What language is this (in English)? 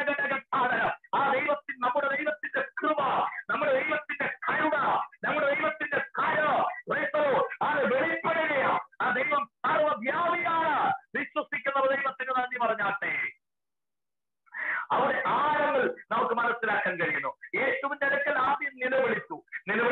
Malayalam